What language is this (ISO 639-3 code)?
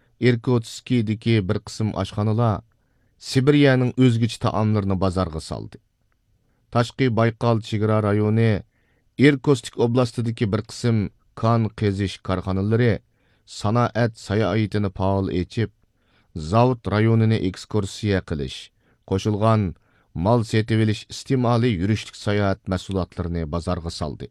uig